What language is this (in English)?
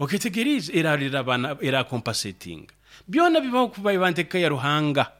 Nyoro